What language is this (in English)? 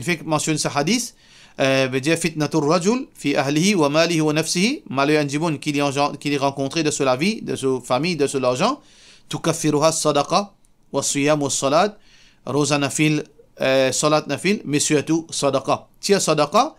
Morisyen